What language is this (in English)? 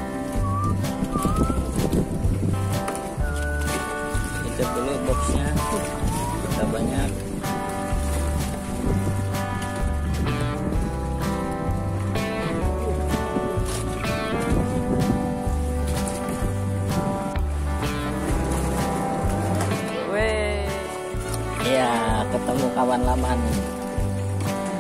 Indonesian